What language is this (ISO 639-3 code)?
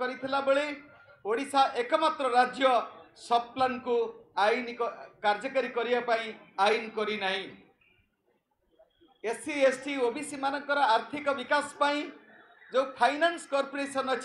ori